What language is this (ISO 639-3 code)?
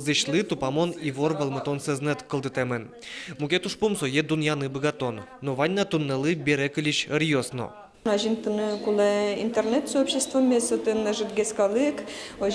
udm